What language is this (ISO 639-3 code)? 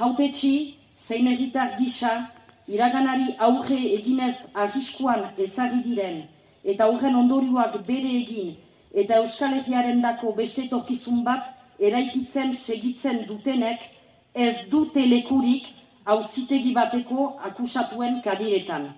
eus